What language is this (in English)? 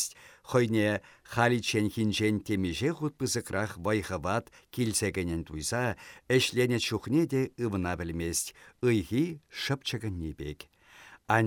Chuvash